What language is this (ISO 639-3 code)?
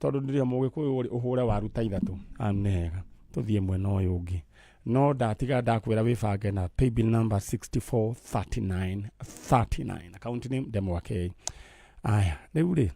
kik